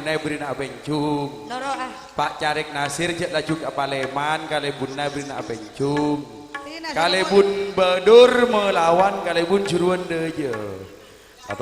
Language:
Madurese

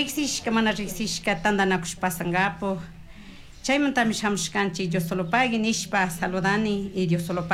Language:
Chimborazo Highland Quichua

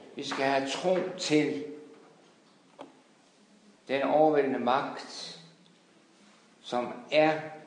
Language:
Danish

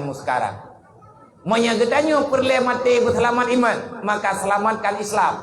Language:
Achinese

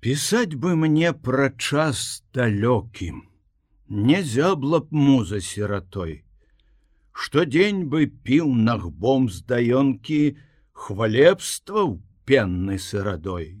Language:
Belarusian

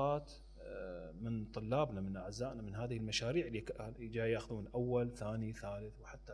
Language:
Mesopotamian Arabic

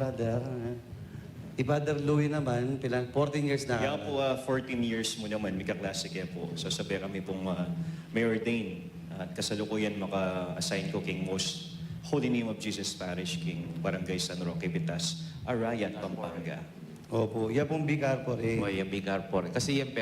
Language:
Pampanga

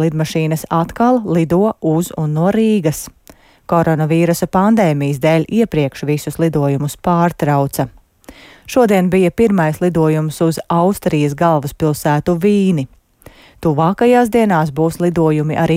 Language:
Latvian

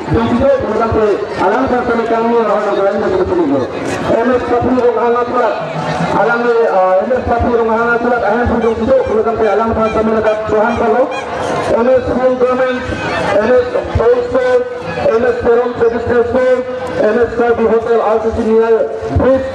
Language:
Karbi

